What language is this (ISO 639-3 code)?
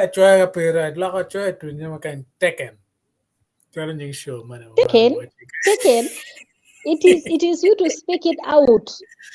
ach